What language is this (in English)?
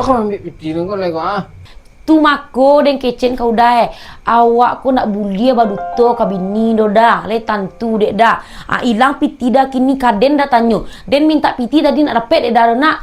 Minangkabau